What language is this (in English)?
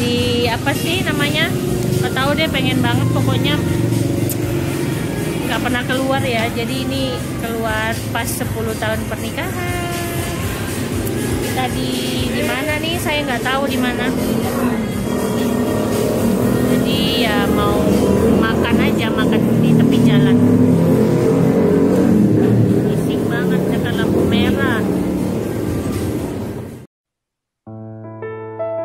Indonesian